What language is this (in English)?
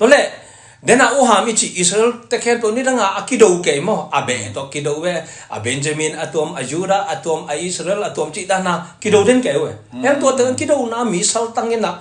Tedim Chin